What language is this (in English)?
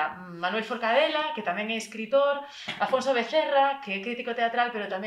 Galician